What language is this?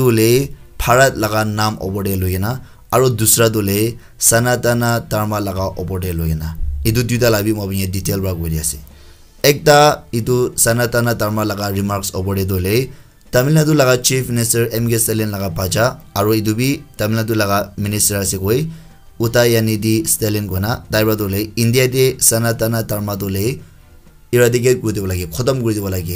Naga Pidgin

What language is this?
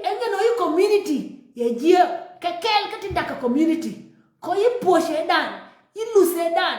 Nuer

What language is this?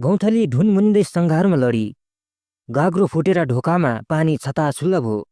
Nepali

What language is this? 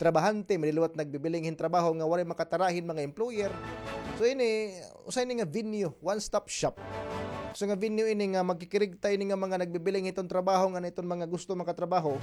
Waray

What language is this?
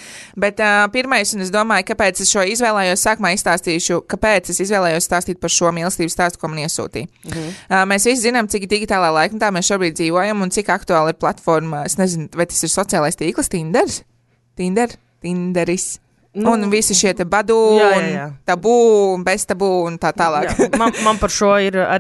Latvian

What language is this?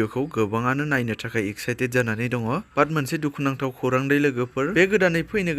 Bodo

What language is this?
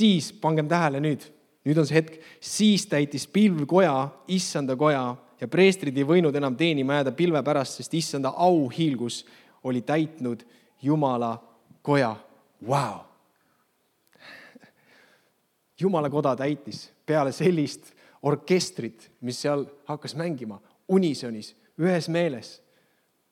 Estonian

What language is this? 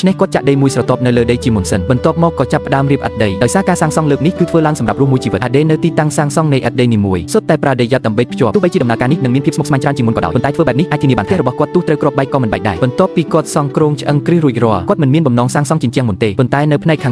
Khmer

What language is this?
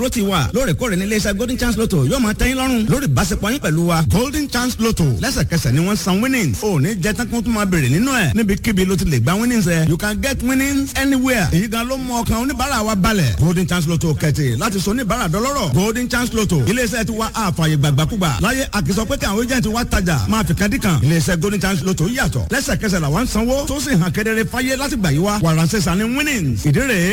Yoruba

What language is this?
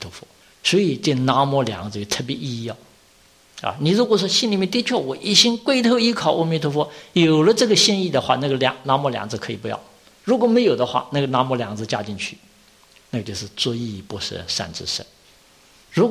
Chinese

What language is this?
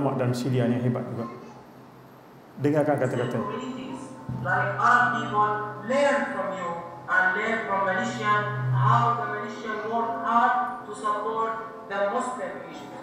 Malay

